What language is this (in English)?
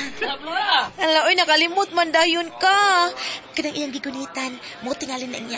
Cebuano